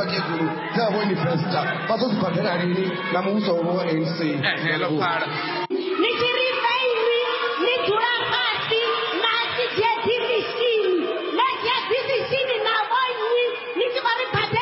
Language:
Venda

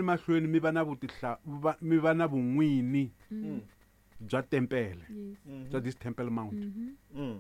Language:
Tsonga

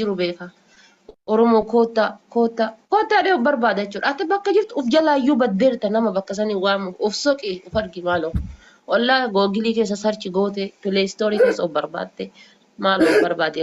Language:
Oromo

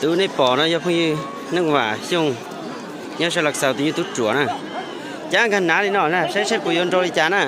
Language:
Hmong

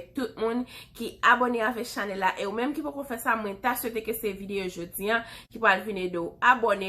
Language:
Haitian Creole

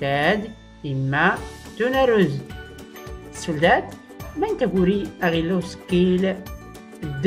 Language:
Tachelhit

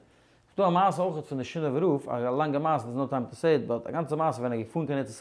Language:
Yiddish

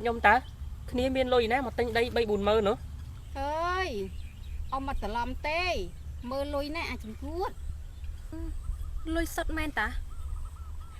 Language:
Khmer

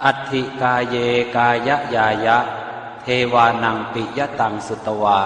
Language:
Pali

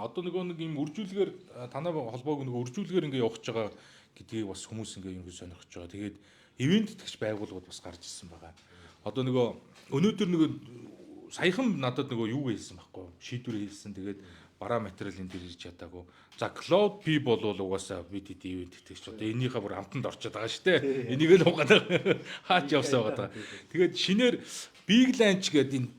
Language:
Mongolian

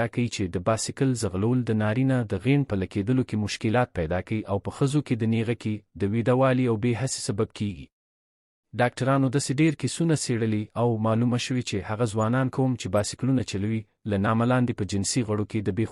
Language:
Pashto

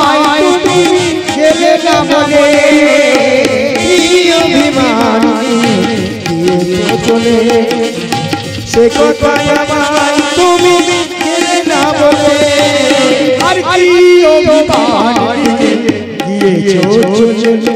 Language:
Bangla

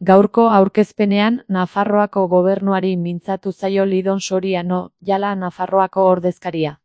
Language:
Basque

